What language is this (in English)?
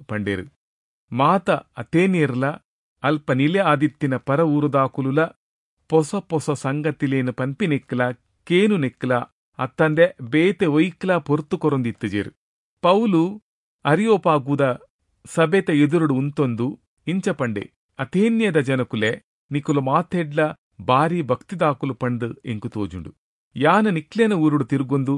Tulu